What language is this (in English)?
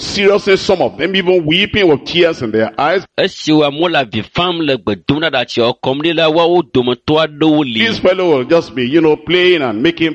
Ewe